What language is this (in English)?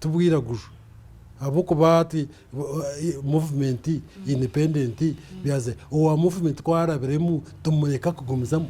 Nyankole